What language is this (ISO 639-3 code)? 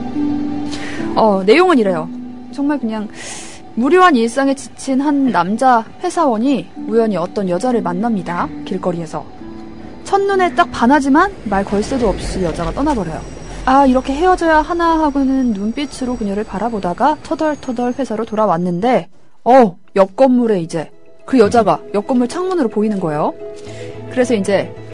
kor